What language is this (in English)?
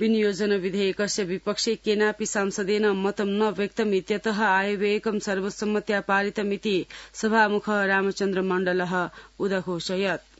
Sanskrit